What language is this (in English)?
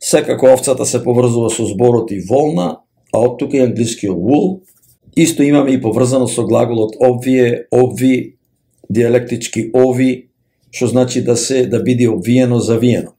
Macedonian